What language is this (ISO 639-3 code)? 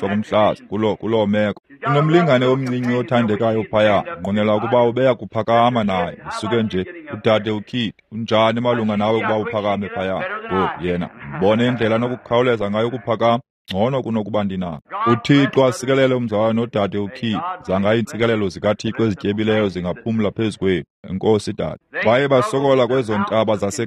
xho